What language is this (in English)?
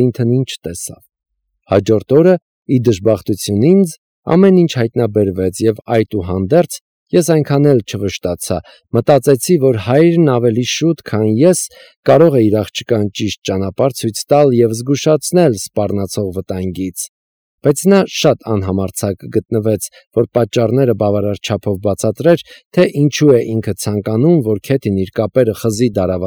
Armenian